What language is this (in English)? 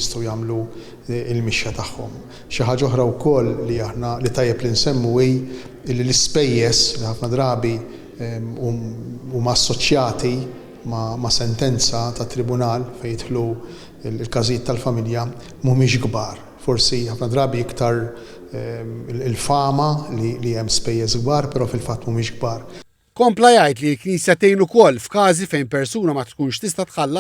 Maltese